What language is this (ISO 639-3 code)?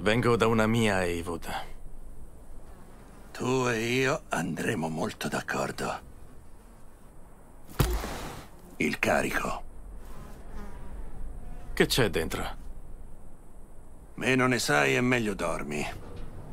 ita